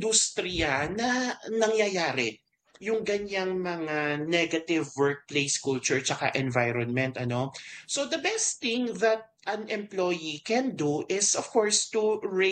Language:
Filipino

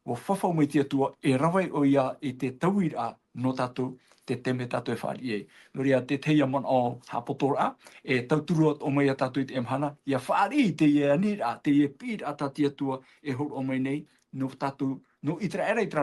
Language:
Tahitian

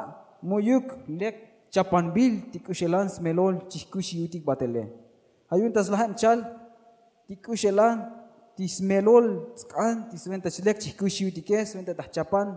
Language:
Tzotzil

